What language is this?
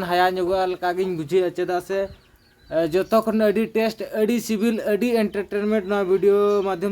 Santali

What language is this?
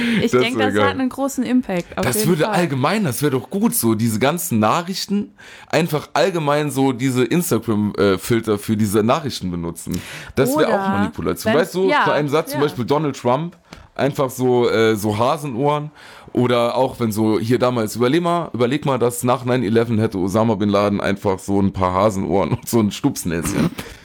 German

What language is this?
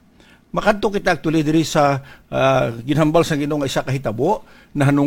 Hiligaynon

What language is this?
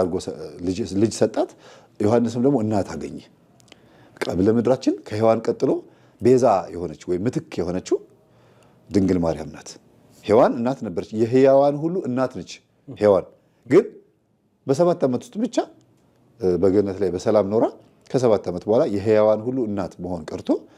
Amharic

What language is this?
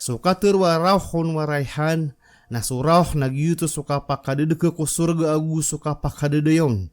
Maranao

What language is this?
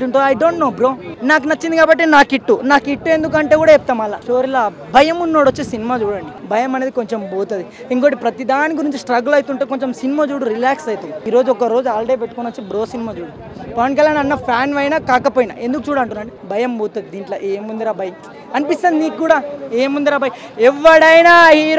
Telugu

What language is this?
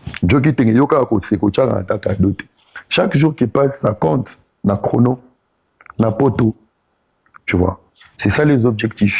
Lingala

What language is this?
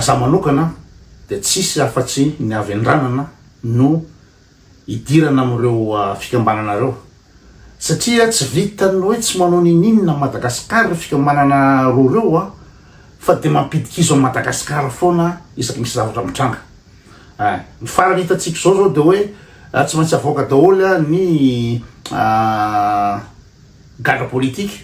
Malagasy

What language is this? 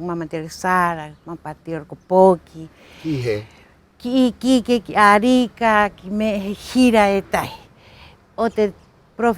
Rapanui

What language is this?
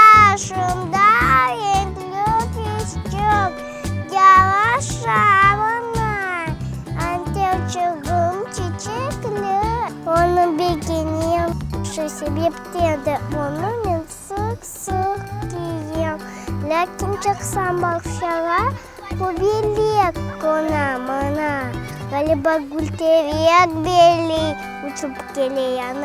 Crimean Tatar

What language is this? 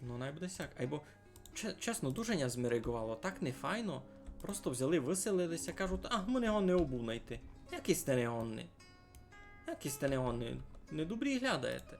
Rusyn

